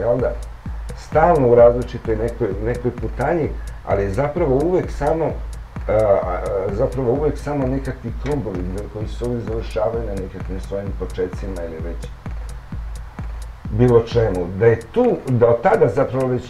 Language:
Serbian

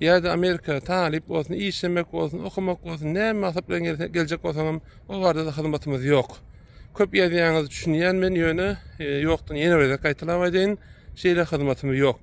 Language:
Turkmen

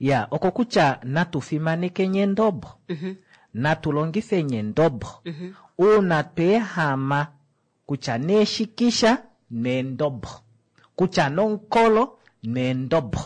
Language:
Kuanyama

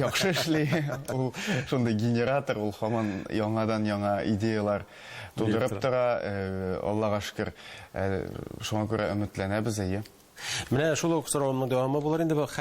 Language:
Tatar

